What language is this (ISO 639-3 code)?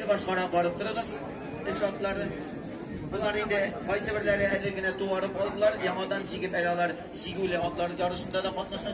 tat